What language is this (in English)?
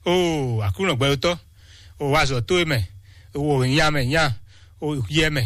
Fon